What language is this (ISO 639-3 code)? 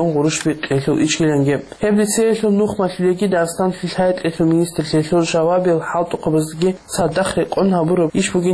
ava